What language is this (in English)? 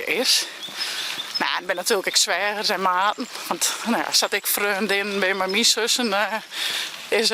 Western Frisian